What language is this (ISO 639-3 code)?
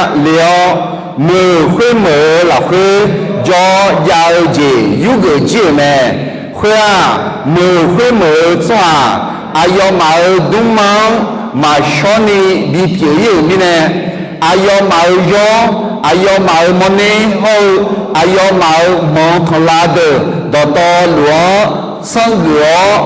ahk